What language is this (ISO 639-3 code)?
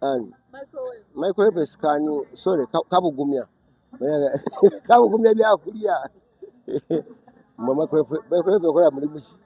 lug